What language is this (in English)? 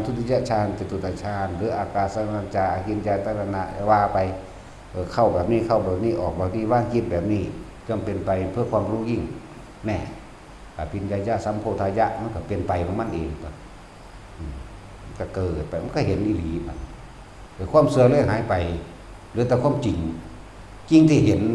Northeastern Thai